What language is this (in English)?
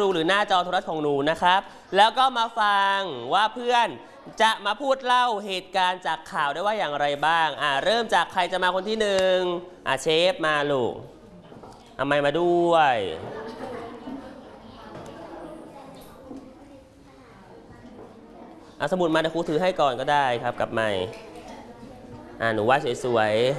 Thai